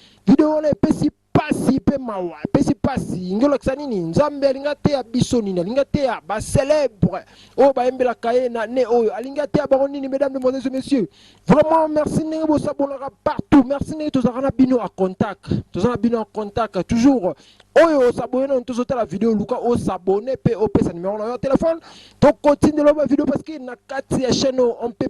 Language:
Lingala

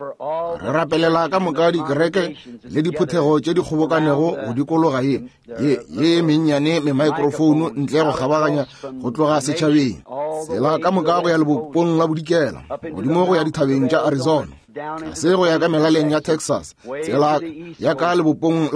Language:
Northern Sotho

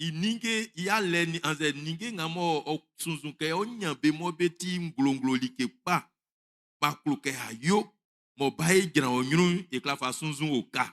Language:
Baoulé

